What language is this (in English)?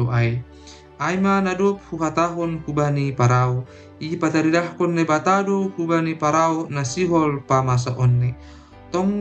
Batak Simalungun